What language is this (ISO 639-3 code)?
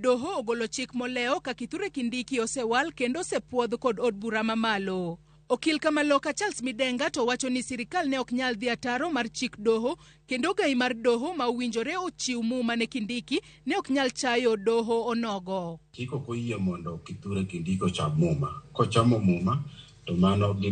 luo